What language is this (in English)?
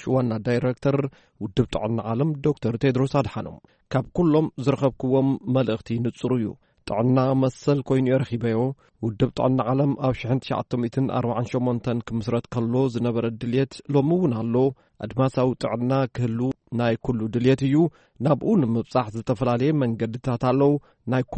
Tigrinya